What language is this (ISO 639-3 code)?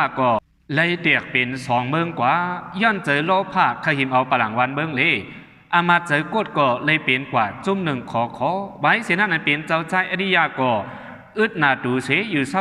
shn